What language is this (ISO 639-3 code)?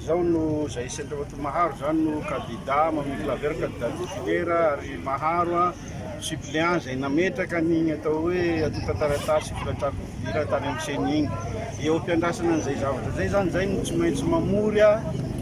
mlg